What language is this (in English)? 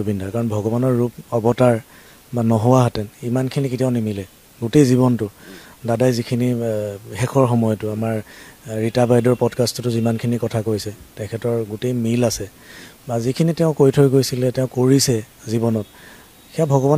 Assamese